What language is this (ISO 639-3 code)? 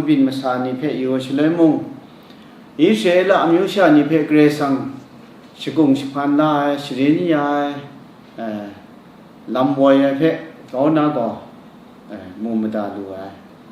kac